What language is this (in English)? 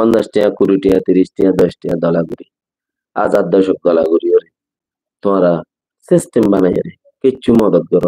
Rohingya